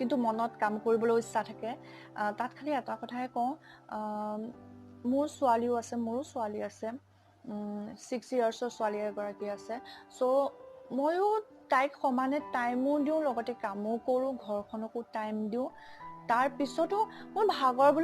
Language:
Assamese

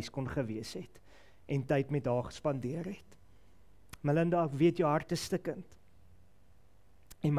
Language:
Afrikaans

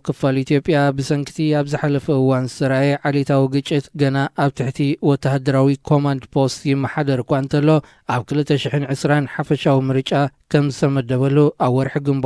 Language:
Tigrinya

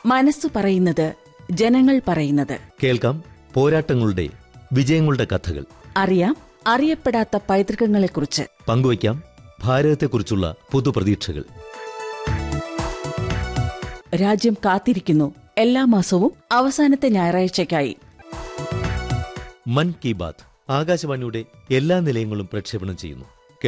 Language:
Malayalam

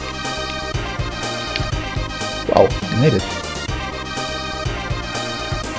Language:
English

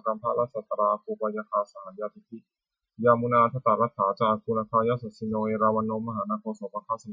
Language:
Pali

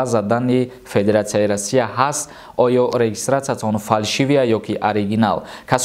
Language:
Tajik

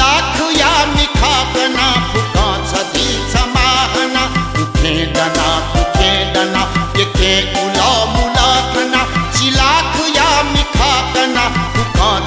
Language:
Newari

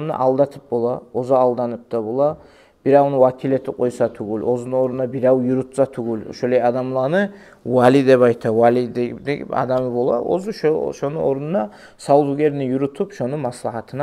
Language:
Kumyk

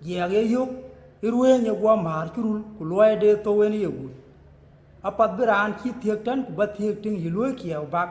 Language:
Dinka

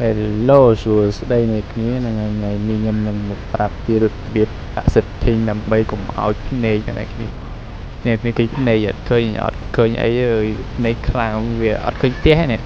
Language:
Khmer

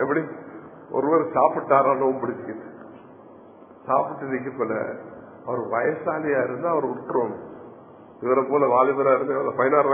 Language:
Tamil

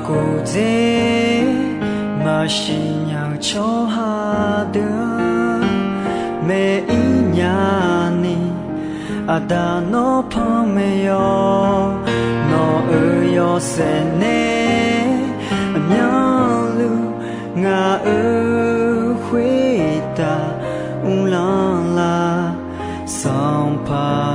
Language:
Akha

